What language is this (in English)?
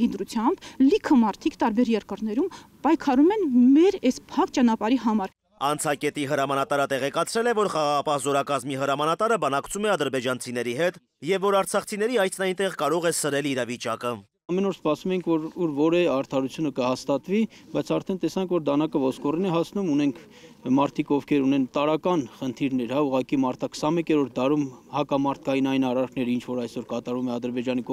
Armenian